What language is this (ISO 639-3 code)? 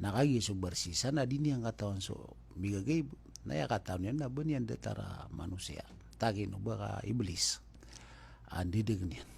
mrw